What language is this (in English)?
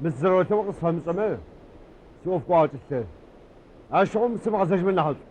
Adyghe